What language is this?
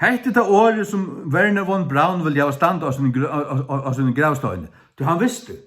Faroese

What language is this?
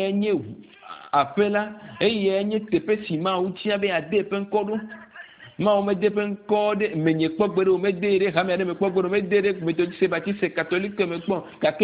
Ewe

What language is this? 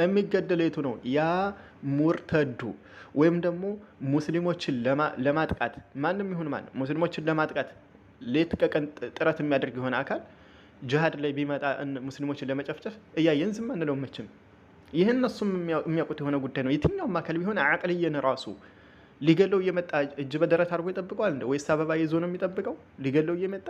Amharic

